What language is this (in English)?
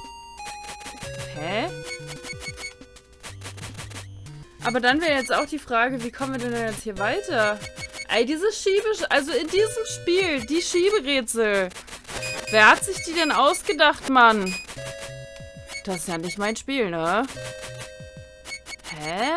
German